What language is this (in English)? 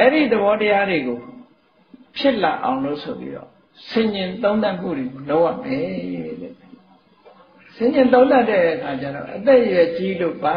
Burmese